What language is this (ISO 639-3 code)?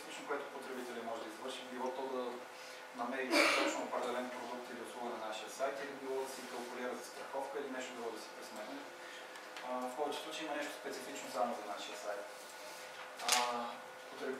bul